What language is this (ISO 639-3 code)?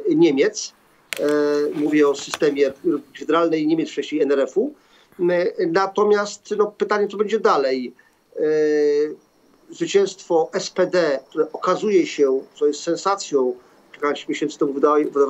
pol